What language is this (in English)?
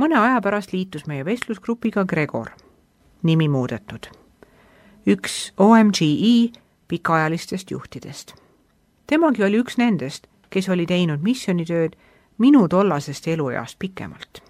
Estonian